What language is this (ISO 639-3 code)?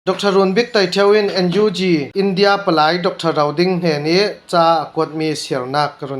cfm